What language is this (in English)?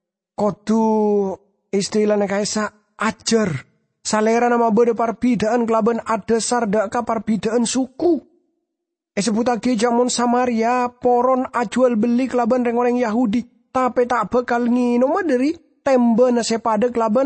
Madurese